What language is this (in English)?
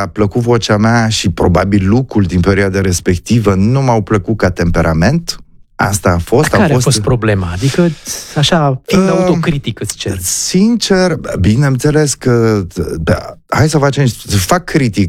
Romanian